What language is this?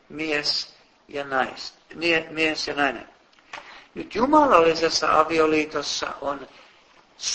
Finnish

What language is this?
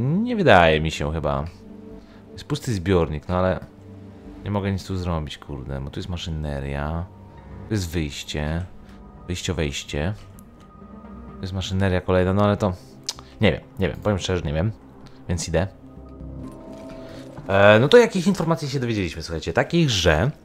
Polish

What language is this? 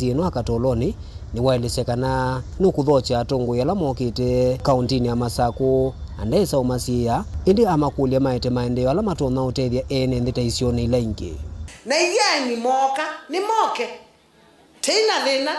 Kamba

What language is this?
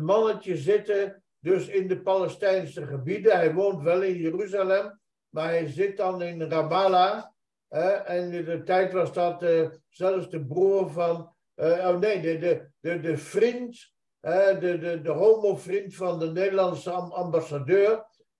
Dutch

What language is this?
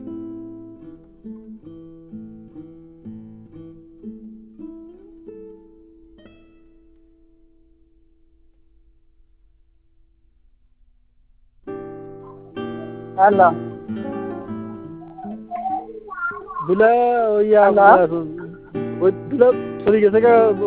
Bangla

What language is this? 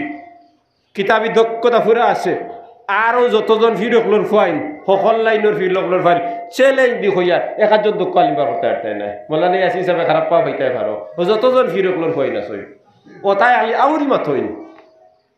Sylheti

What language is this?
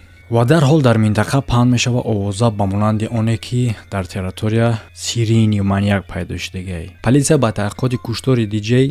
Tajik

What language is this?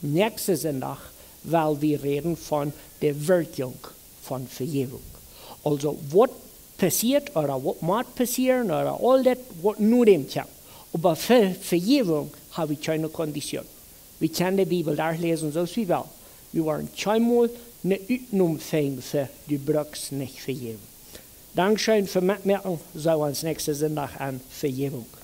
Plautdietsch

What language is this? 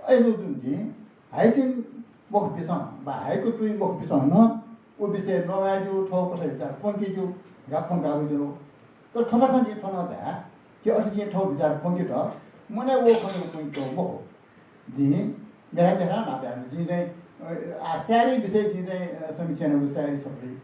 Newari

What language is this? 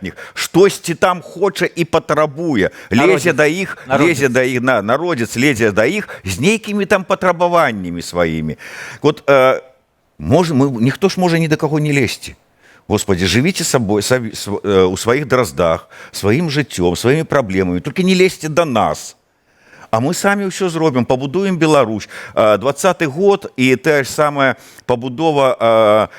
Belarusian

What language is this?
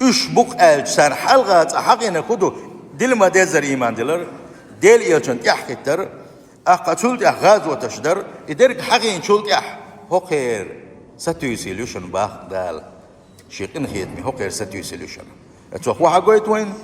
Chechen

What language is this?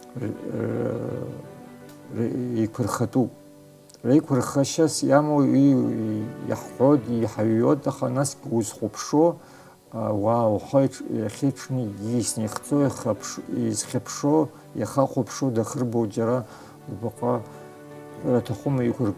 Abkhazian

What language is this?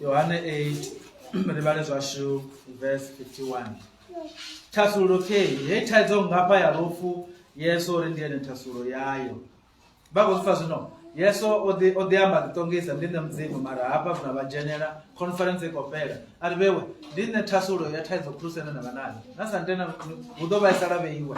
Venda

